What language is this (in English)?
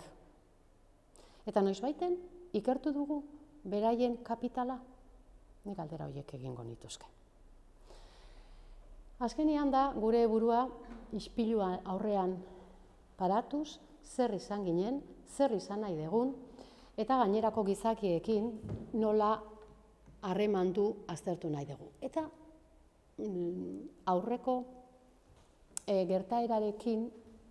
Basque